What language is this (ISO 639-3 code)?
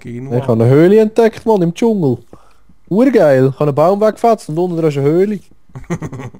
gsw